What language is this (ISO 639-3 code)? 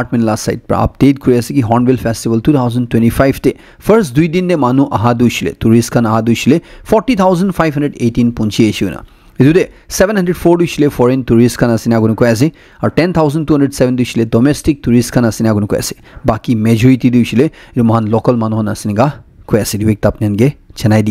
nag